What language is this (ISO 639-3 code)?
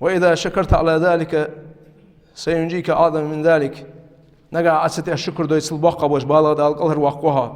inh